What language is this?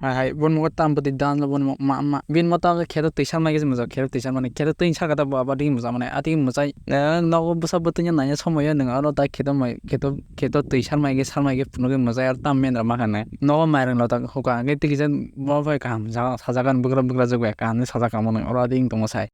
Kok Borok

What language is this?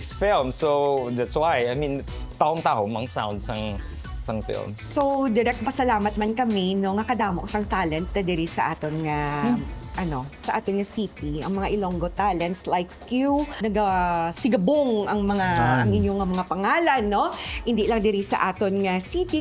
Hiligaynon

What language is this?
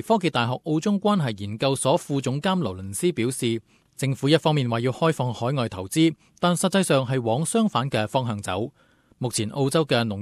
Cantonese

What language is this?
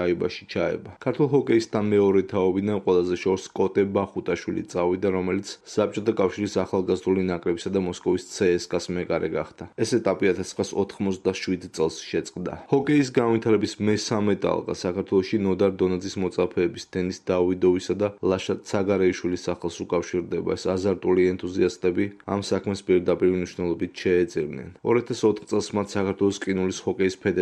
Georgian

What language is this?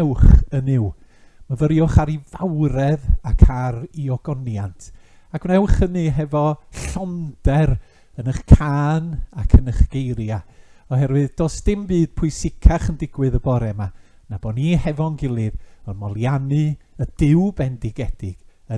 Welsh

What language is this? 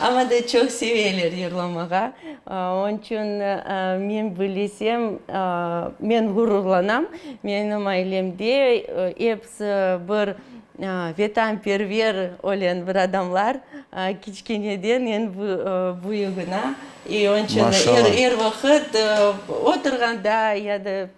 Crimean Tatar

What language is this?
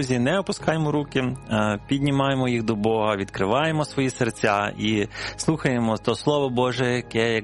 Ukrainian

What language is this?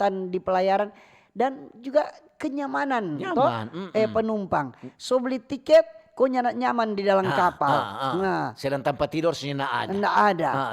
Manado Malay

